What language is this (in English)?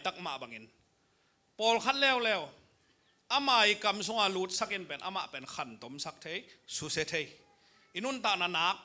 Tedim Chin